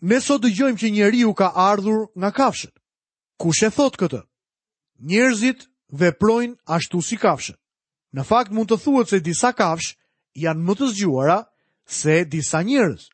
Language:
Albanian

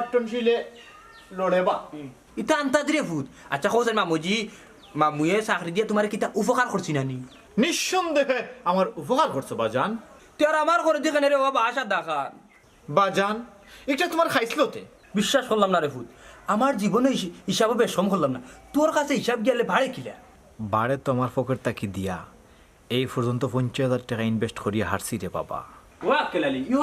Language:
Sylheti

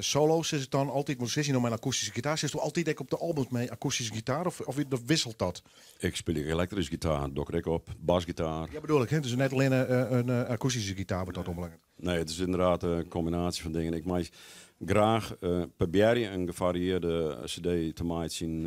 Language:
Western Frisian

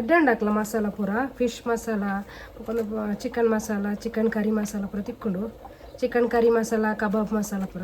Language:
Tulu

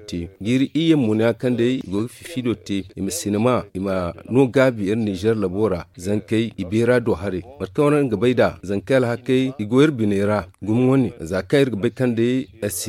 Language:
Zarma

